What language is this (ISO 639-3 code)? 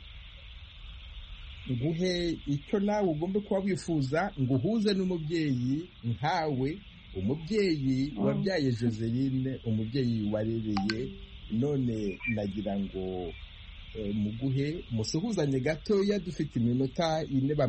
kin